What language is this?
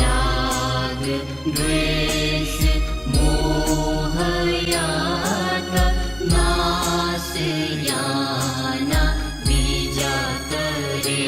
Newari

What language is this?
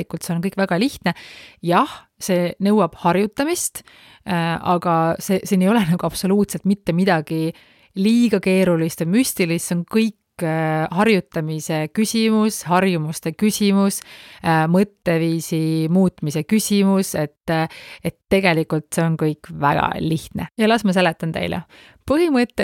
Estonian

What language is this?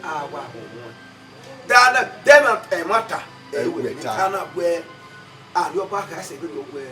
Bini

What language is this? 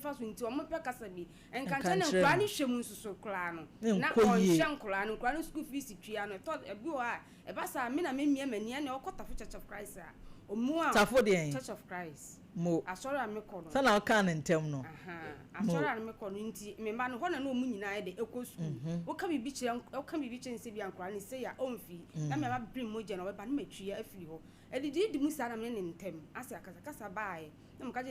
Akan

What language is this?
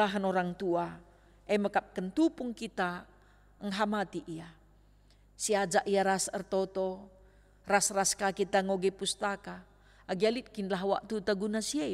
Batak Karo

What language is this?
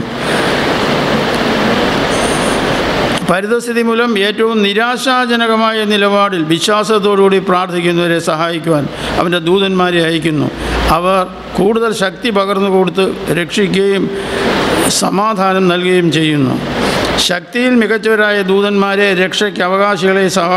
Malayalam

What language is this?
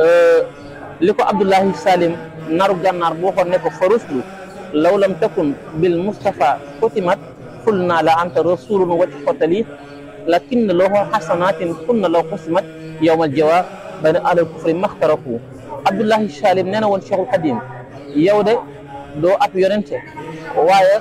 Wolof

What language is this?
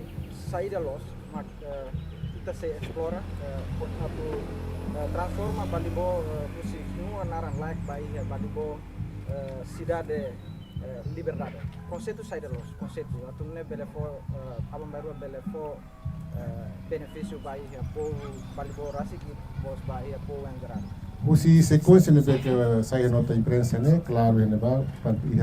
Tetum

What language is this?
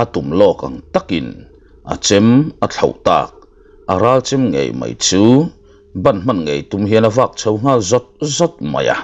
Mizo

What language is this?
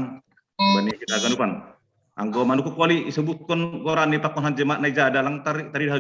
Batak Simalungun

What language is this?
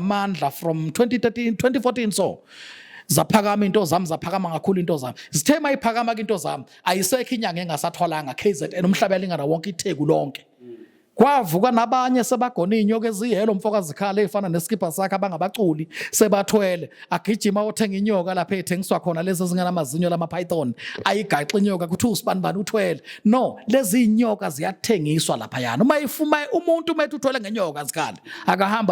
Zulu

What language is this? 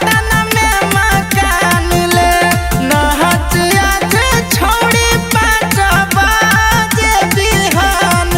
Magahi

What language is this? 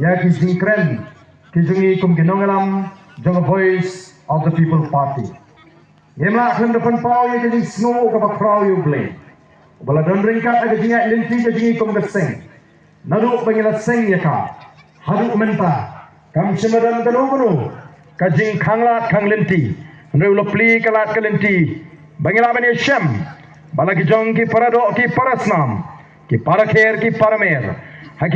Khasi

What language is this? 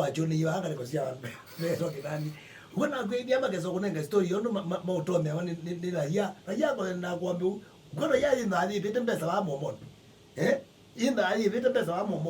Kamba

